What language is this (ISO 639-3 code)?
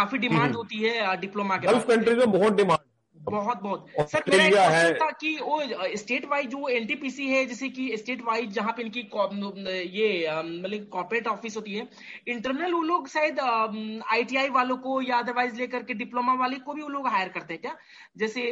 hin